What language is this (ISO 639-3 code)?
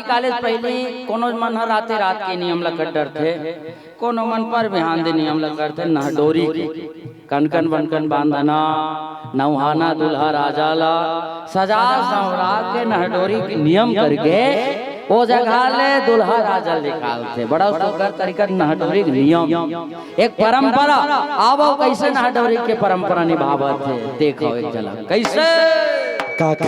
hne